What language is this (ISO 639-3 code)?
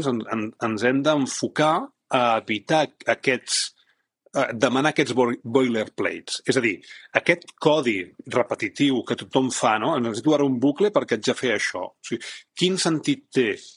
cat